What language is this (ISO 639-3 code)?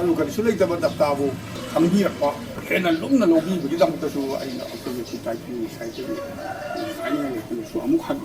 mni